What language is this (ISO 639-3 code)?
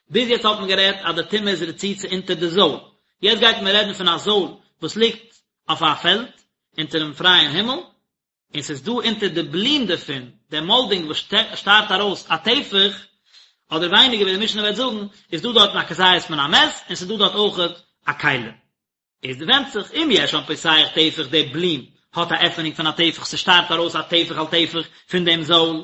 yid